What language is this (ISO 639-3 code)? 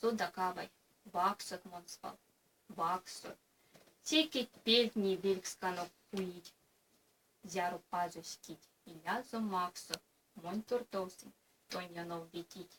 myv